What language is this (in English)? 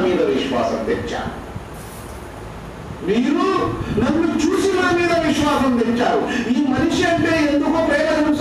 Telugu